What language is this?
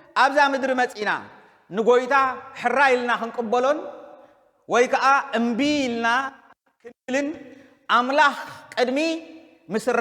Tigrinya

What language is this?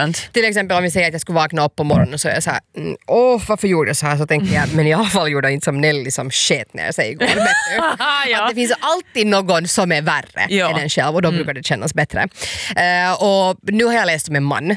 Swedish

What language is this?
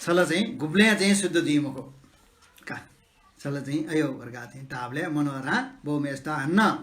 Newari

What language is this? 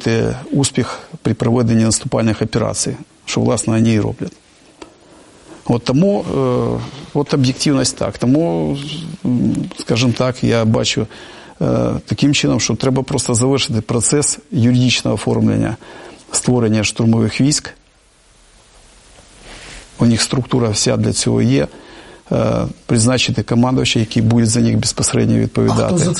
Ukrainian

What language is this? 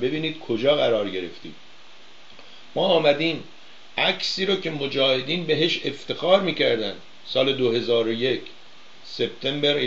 Persian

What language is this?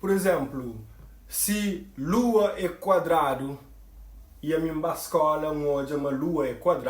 Kabuverdianu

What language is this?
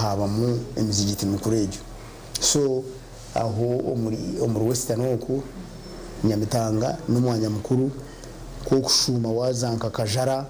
Nyankole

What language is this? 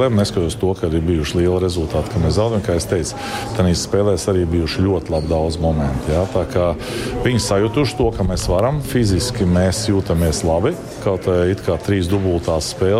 Latvian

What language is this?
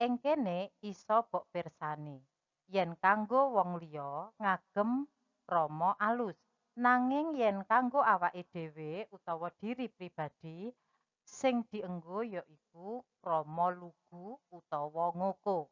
Javanese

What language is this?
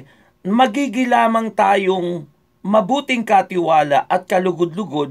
Filipino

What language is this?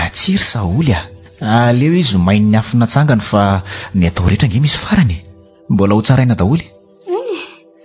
Malagasy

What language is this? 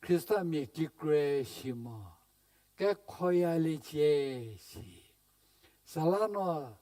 Angami Naga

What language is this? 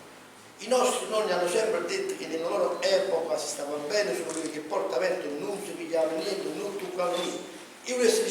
Neapolitan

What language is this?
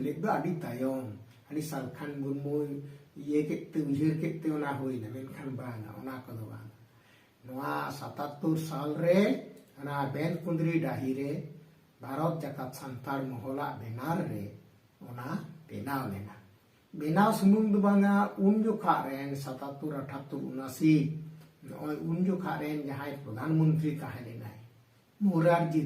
Santali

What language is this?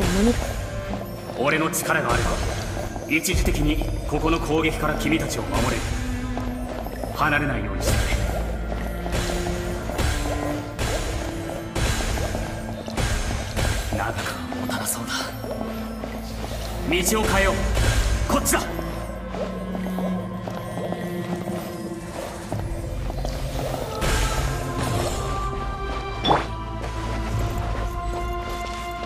Japanese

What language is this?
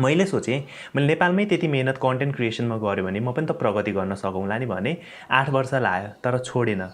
Nepali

